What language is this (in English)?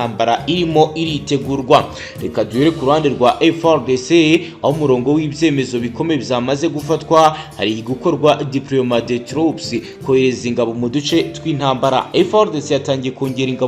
Kinyarwanda